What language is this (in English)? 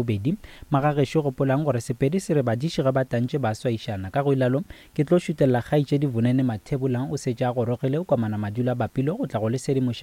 Northern Sotho